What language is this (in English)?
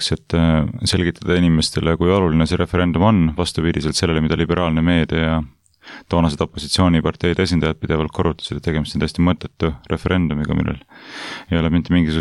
Estonian